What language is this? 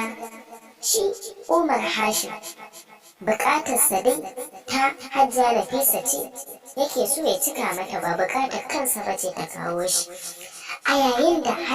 Hausa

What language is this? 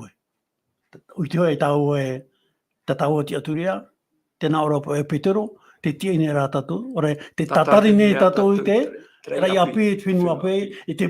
Tahitian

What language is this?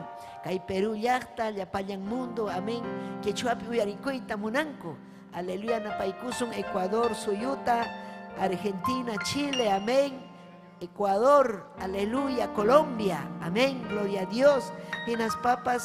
Ayacucho Quechua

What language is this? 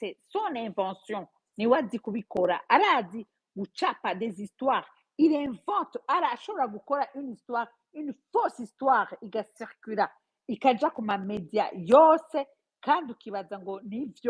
Rundi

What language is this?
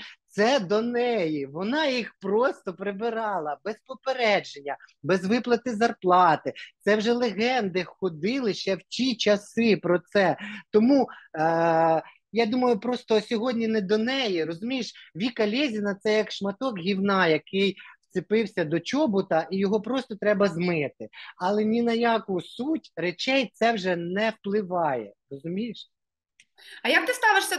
Ukrainian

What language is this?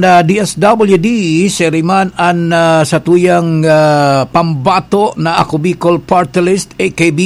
Bikol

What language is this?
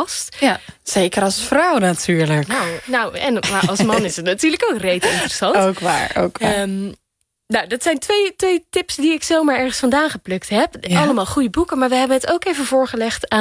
Dutch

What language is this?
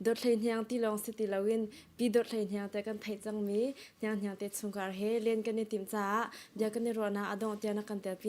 Hakha Chin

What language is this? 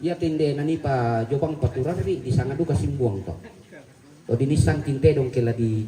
Toraja-Sa'dan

